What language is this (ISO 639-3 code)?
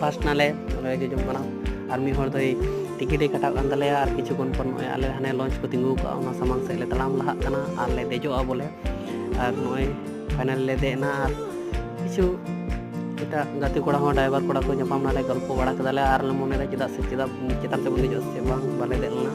sat